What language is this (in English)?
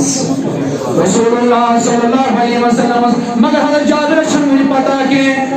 Kashmiri